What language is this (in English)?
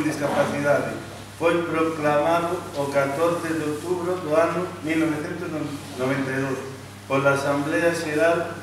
Galician